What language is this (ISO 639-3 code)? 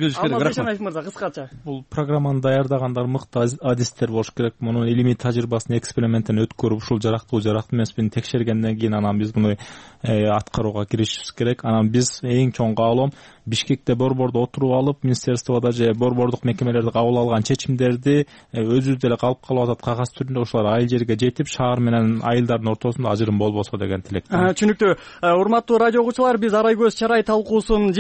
kir